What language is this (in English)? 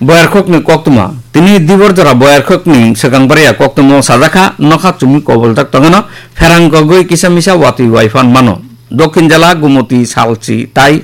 Kok Borok